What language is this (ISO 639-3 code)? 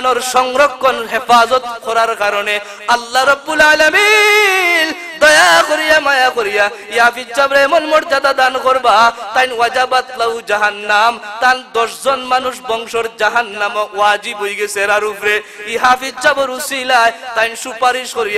syl